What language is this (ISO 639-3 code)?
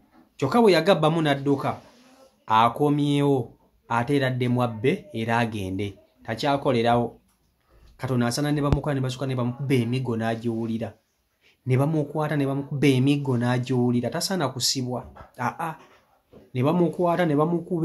lug